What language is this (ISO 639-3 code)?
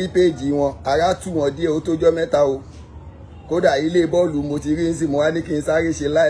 yor